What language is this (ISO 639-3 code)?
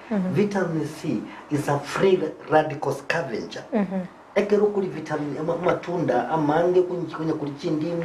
guz